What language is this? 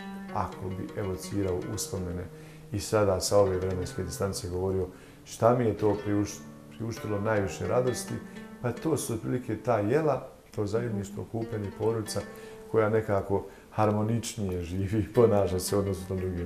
Bosnian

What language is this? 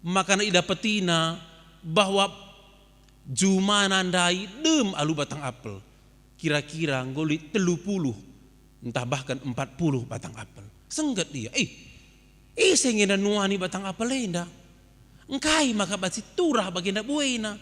Batak Karo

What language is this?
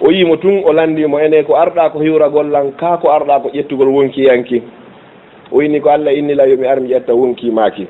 Fula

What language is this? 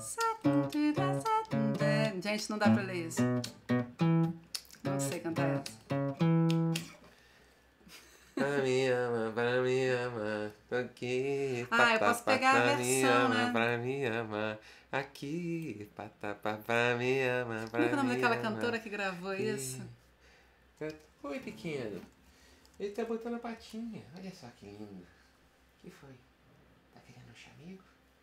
Portuguese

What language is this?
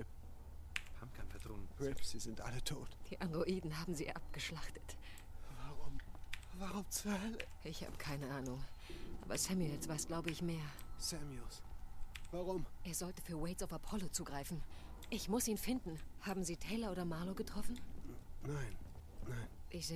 Bavarian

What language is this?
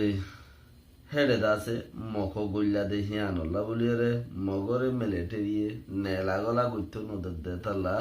Rohingya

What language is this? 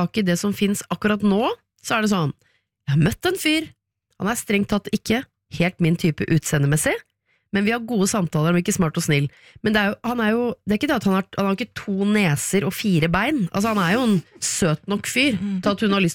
Norwegian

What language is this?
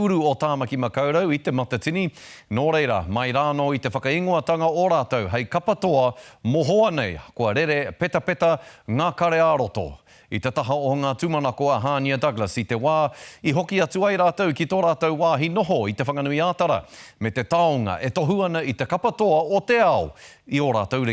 Māori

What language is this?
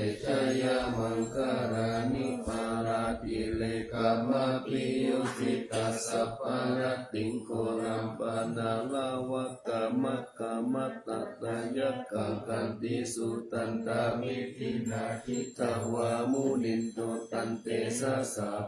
Pali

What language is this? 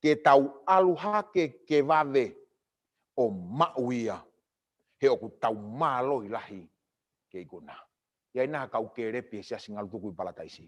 Tongan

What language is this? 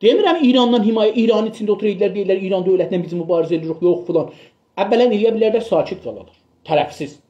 South Azerbaijani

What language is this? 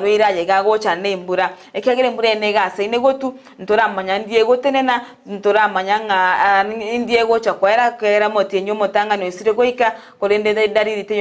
Gusii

